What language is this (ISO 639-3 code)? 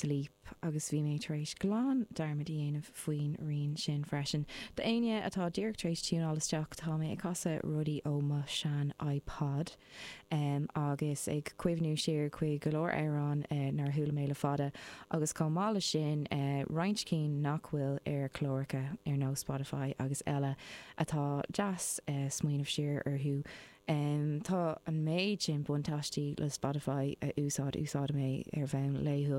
gle